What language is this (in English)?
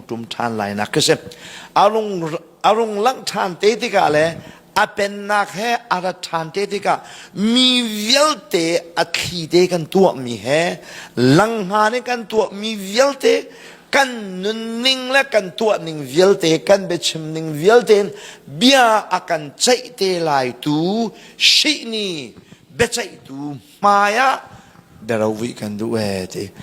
Hakha Chin